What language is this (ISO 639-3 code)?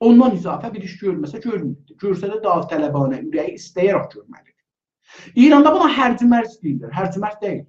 azb